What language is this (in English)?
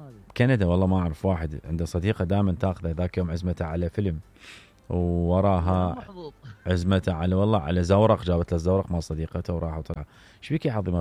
Mesopotamian Arabic